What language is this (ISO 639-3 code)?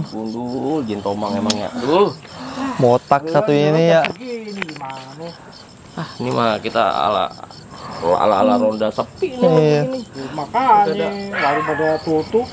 bew